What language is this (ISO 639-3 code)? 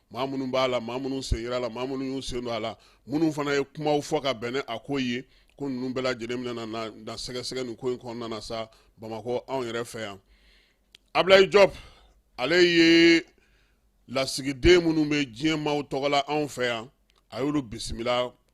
bam